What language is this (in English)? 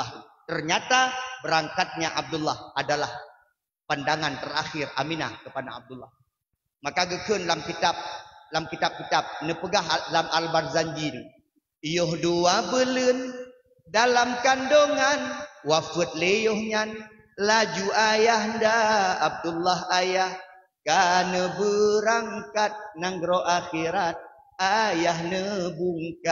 Achinese